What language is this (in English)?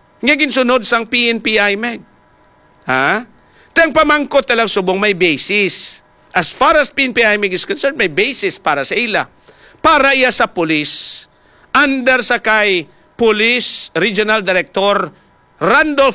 Hiligaynon